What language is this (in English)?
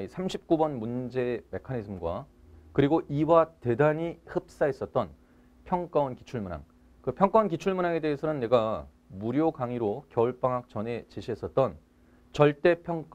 Korean